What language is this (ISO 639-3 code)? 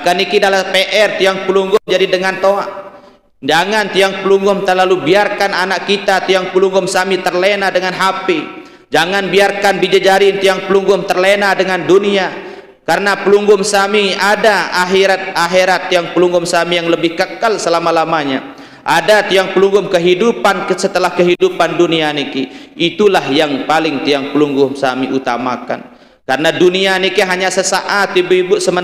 sas